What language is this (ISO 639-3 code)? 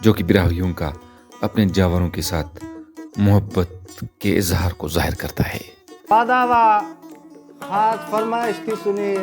brh